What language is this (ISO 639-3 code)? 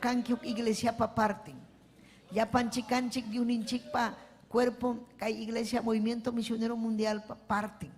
quy